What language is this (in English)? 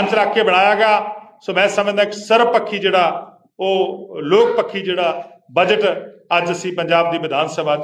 Punjabi